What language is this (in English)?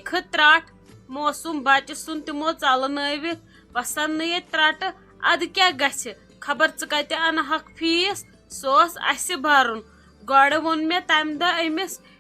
Kashmiri